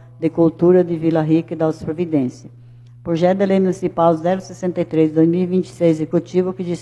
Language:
Portuguese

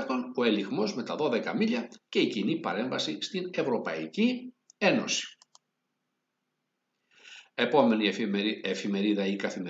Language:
Greek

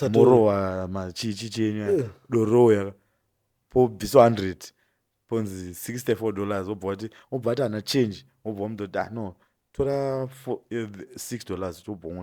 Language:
Shona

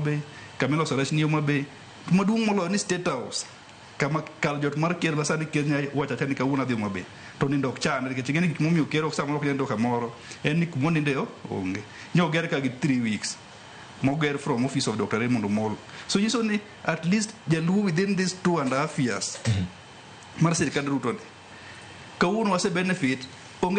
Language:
Luo (Kenya and Tanzania)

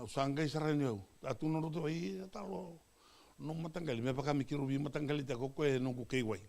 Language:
Fijian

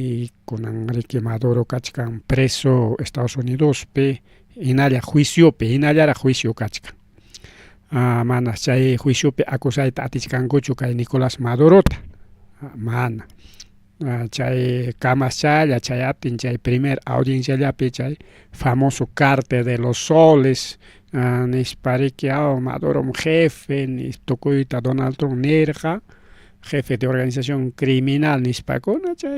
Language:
Ayacucho Quechua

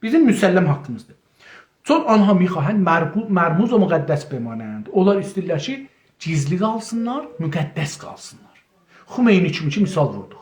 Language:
South Azerbaijani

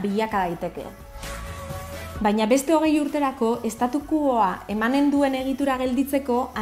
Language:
Basque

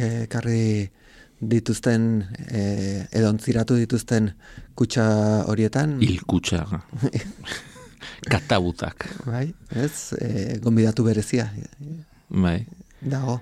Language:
Basque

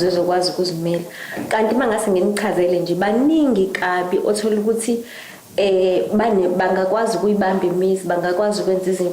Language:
Zulu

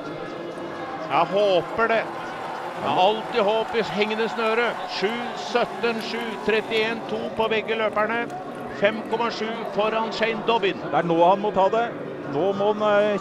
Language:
Norwegian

